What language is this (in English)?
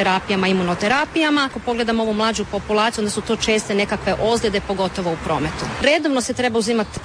Croatian